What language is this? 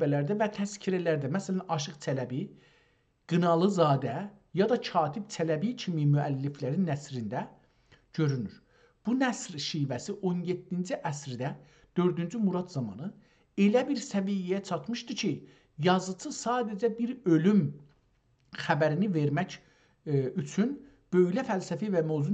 South Azerbaijani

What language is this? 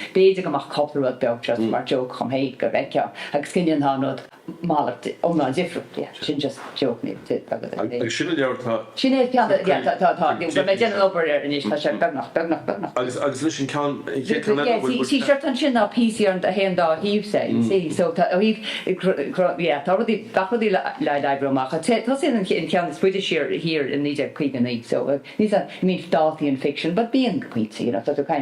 Irish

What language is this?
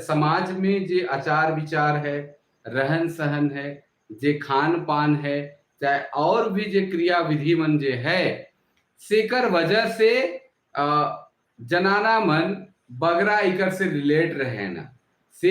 Sadri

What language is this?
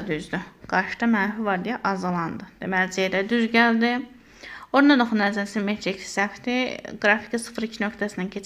Azerbaijani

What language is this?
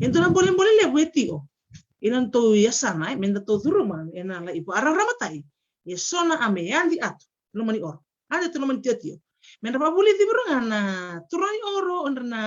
Fijian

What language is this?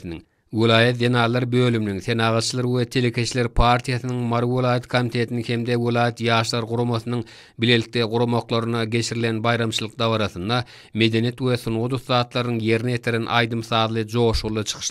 Turkmen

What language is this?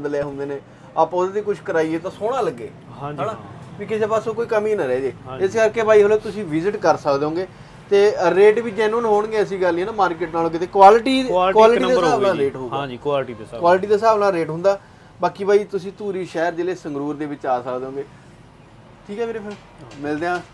Punjabi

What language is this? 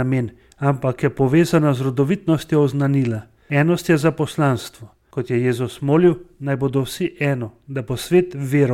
Slovenian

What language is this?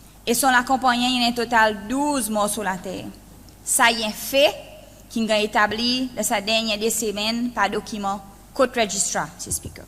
Seselwa Creole French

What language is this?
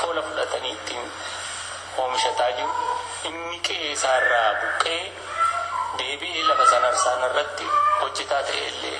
Oromo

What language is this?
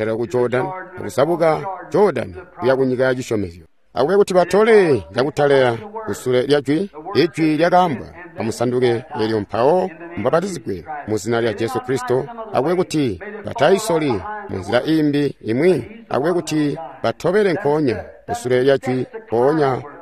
Tonga (Zambia)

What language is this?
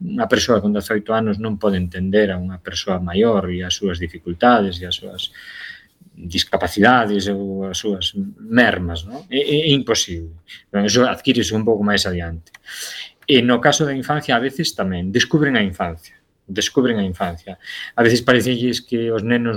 Galician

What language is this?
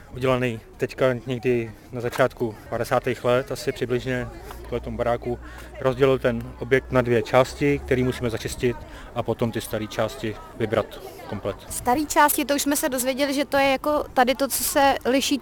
Czech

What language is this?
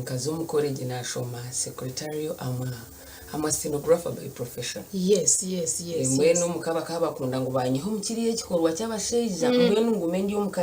Nyankole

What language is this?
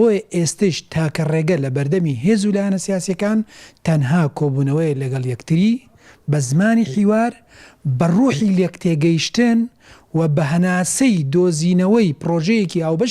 Central Kurdish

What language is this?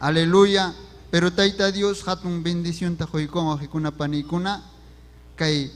Ayacucho Quechua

